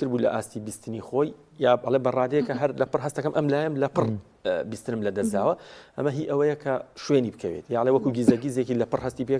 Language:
Central Kurdish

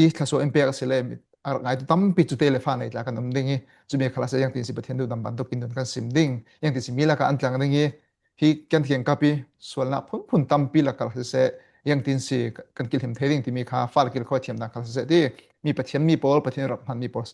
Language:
Falam Chin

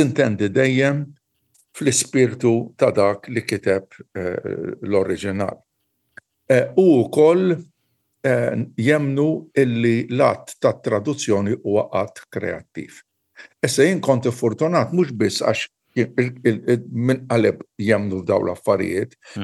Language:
Maltese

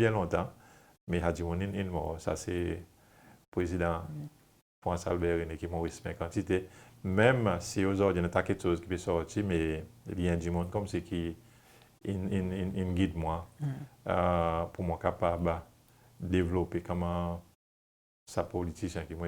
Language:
Seselwa Creole French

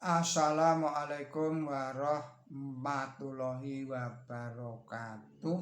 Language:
Javanese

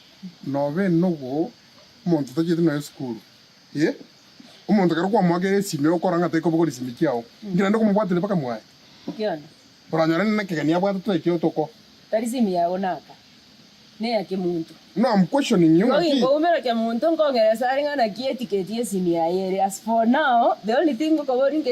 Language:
Gusii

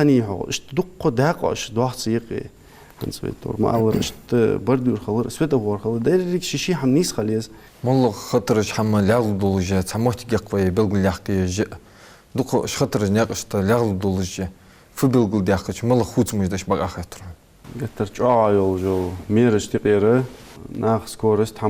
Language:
Ingush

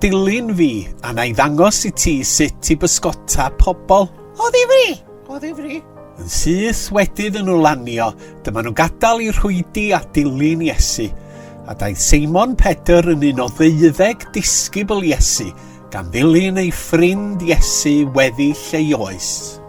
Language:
Welsh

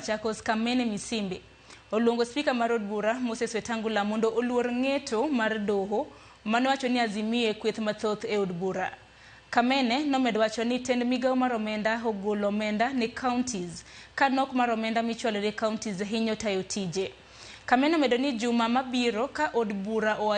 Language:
Luo (Kenya and Tanzania)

